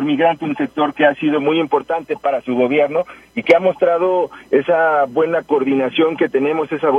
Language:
Spanish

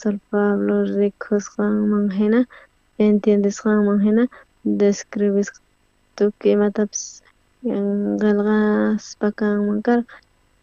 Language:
South Bolivian Quechua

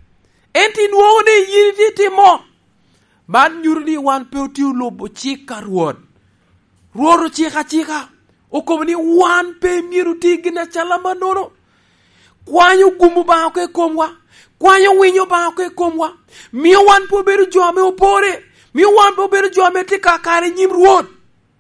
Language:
Lango (Uganda)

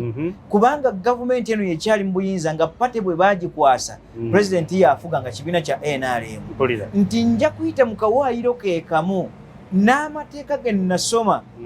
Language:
Ganda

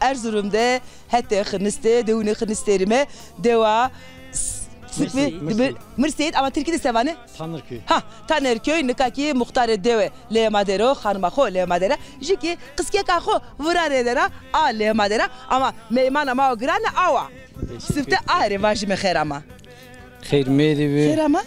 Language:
Zaza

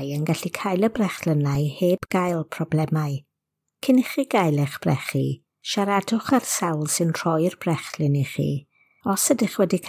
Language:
Welsh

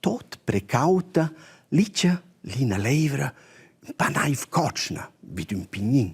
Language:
Romansh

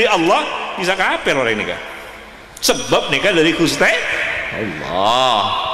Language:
Madurese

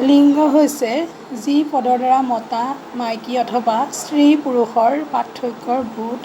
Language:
Assamese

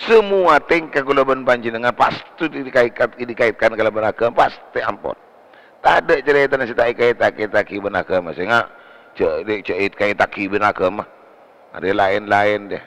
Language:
Madurese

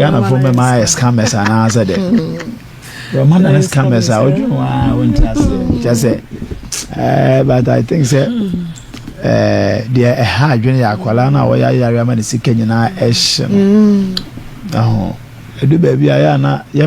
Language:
Akan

